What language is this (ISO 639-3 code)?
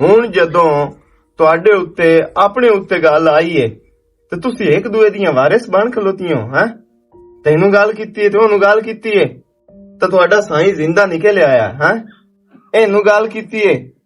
lah